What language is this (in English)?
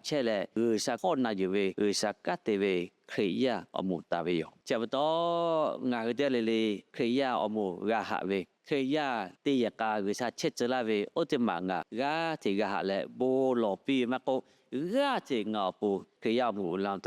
Lahu